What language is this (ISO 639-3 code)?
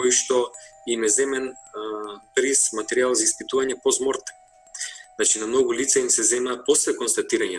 mkd